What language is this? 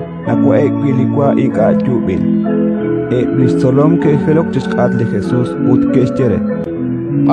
Kekchí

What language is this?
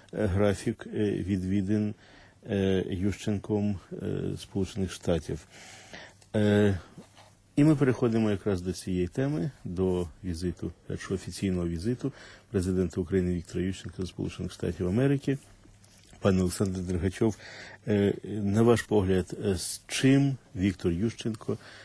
Ukrainian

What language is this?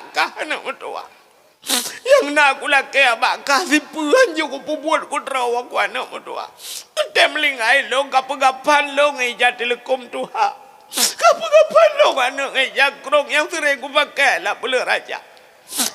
Achinese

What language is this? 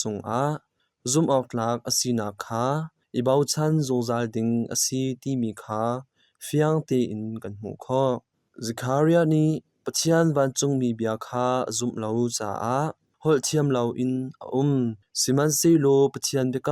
Hakha Chin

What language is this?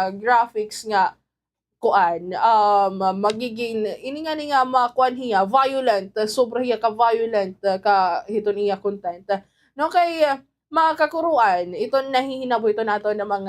Waray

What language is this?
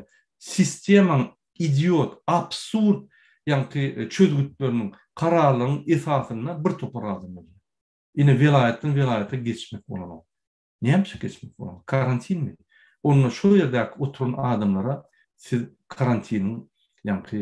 Turkmen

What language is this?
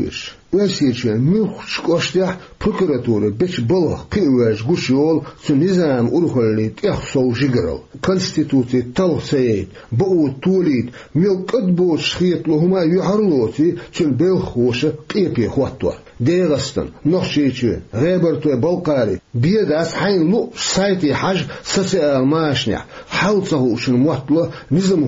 Chechen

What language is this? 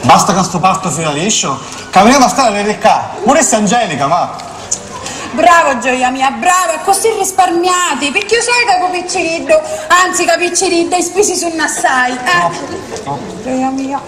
Sicilian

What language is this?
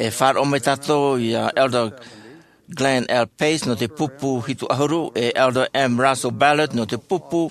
Tahitian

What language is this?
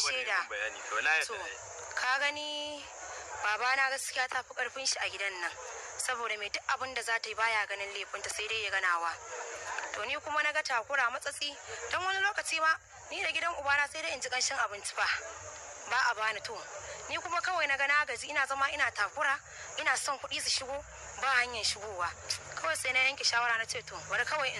Hausa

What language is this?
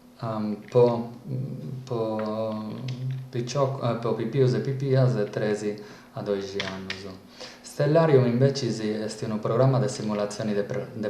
Sardinian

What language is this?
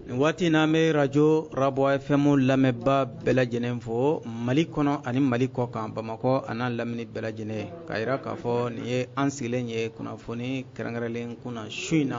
Bambara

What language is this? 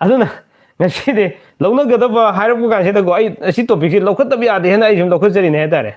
Manipuri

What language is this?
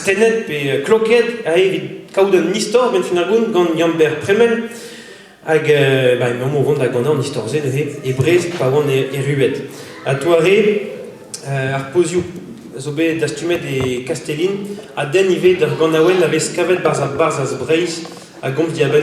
Breton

